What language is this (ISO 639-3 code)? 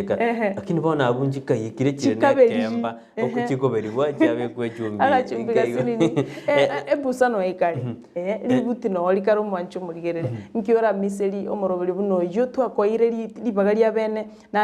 guz